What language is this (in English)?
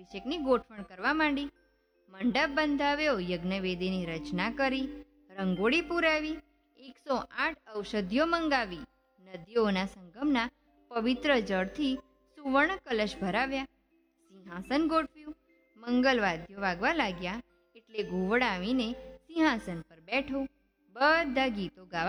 Gujarati